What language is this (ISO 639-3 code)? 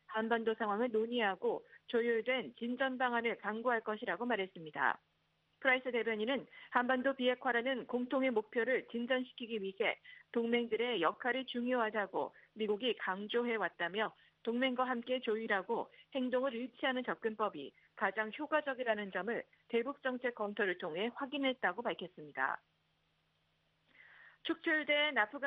kor